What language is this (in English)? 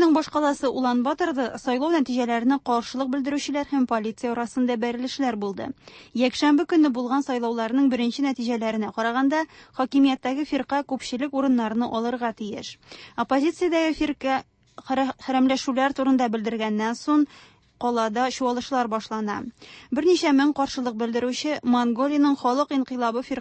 Tatar